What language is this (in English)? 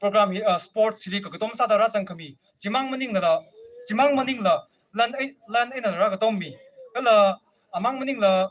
Tangkhul Naga (India)